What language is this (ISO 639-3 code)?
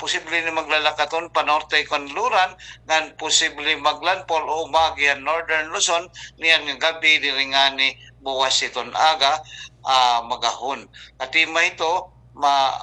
war